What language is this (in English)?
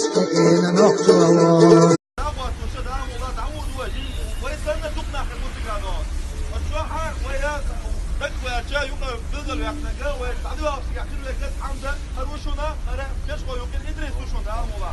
Chechen